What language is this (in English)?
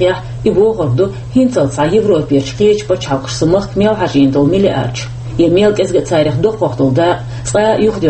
Chechen